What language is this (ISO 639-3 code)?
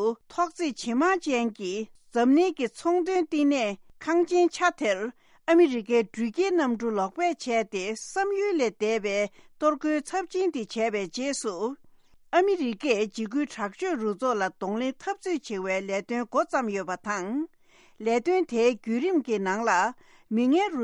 bod